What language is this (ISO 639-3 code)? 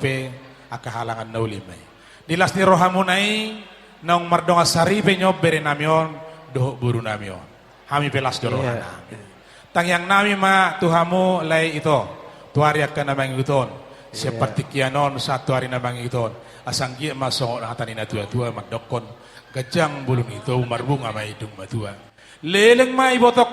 bbc